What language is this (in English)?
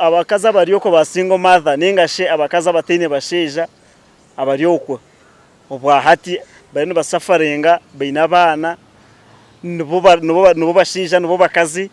Nyankole